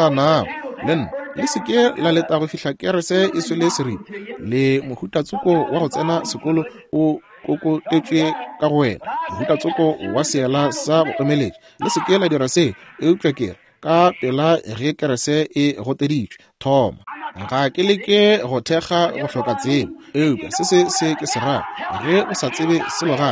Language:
Northern Sotho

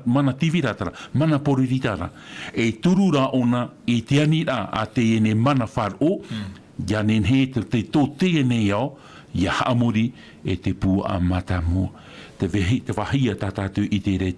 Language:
Tahitian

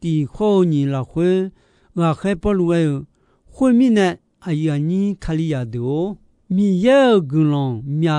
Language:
Akha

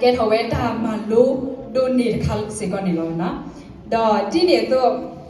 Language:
S'gaw Karen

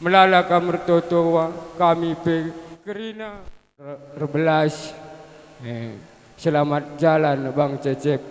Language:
Batak Karo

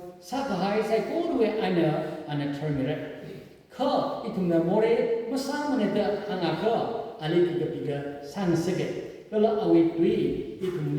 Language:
Tangkhul Naga (India)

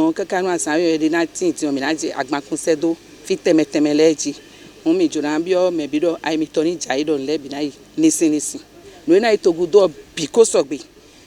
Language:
Fon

